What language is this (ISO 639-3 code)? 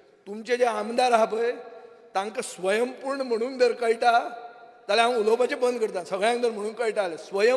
kok